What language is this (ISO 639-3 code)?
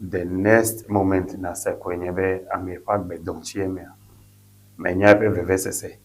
ewe